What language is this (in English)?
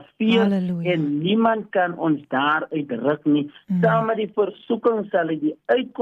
Afrikaans